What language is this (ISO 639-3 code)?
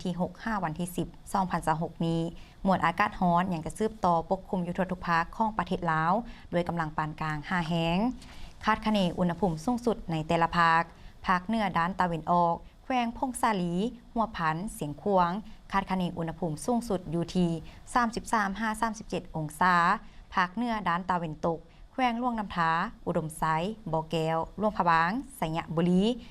lao